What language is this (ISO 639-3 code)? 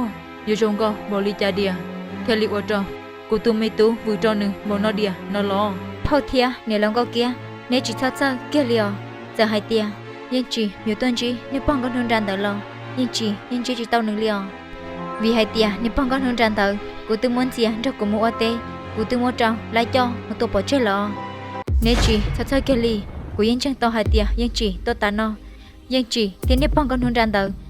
hmn